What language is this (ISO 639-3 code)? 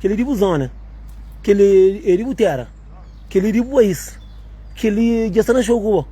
kea